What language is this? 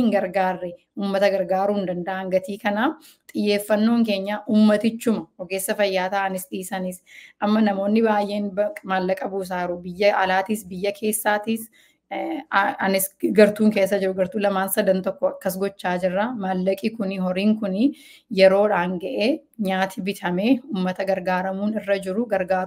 Oromo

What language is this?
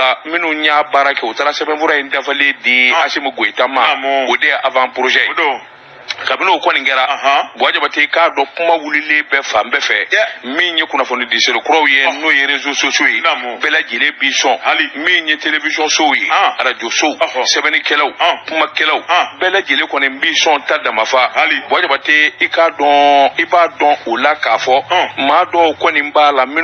Bambara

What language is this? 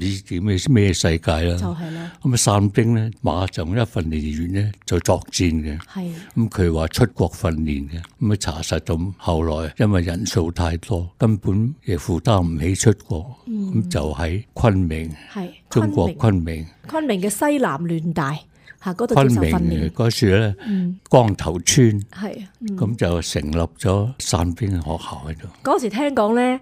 Cantonese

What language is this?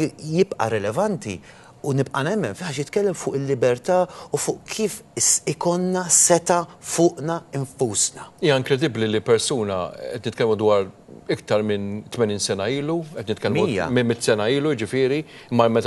Maltese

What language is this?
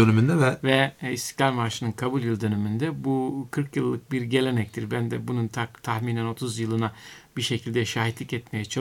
Turkish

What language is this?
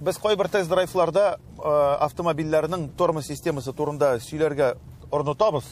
Tatar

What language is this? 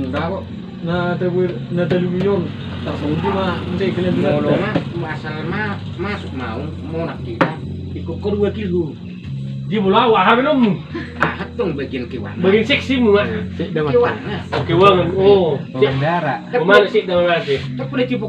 Batak Toba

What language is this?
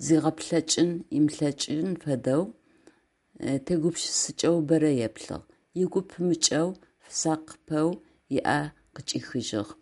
Adyghe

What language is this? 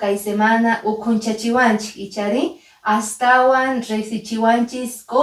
Quechua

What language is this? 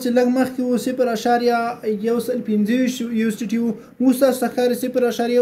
Pashto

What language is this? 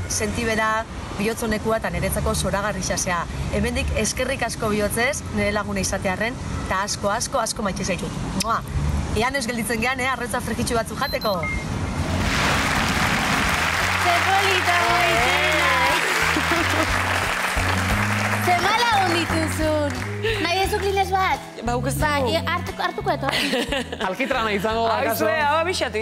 Basque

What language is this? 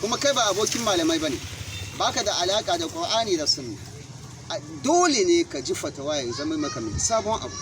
Hausa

